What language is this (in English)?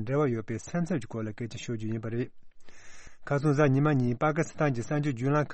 Tibetan